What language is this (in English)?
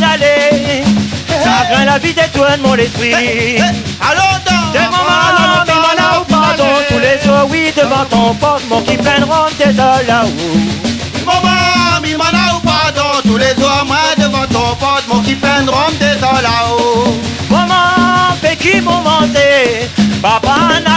Réunion Creole French